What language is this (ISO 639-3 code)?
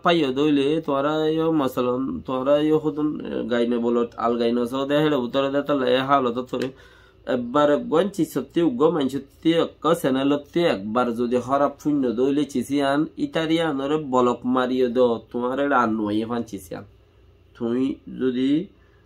rhg